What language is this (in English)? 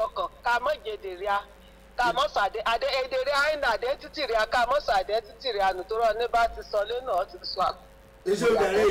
Yoruba